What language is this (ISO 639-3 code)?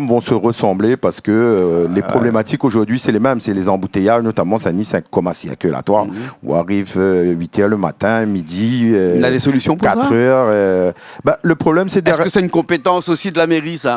rcf